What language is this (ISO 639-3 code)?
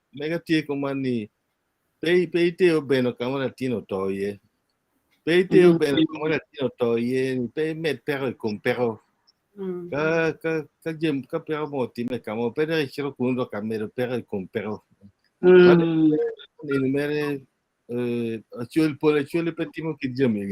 ach